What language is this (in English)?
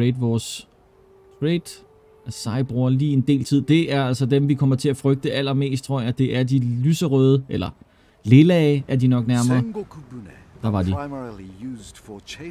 Danish